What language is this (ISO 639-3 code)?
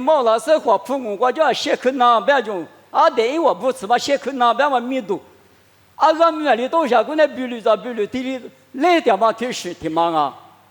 lis